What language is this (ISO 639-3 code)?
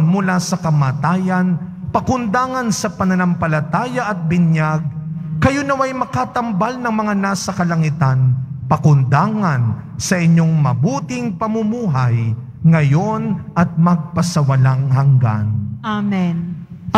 fil